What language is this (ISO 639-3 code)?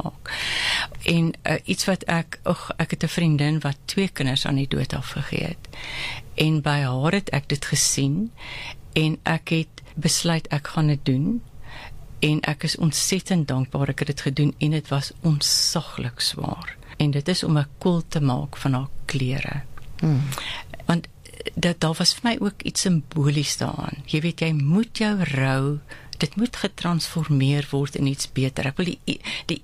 afr